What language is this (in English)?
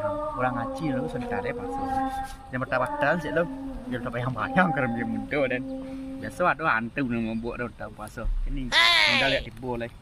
Minangkabau